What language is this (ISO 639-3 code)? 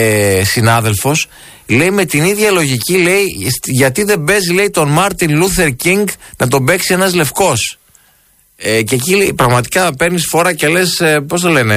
ell